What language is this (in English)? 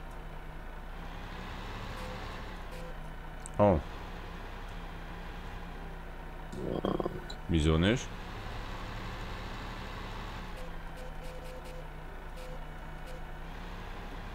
German